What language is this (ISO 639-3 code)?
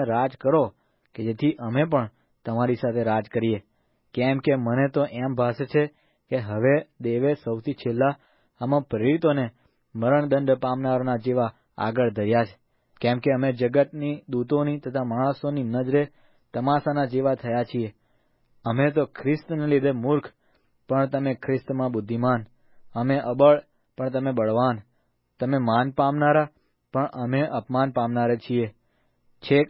guj